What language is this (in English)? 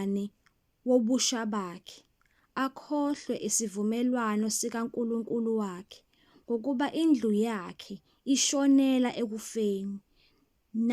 Zulu